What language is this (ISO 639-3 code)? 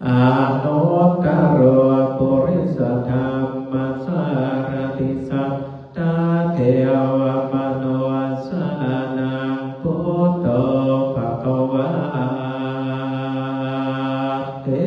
pli